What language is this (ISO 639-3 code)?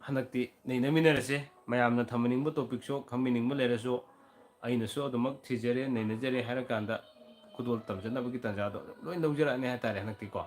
mni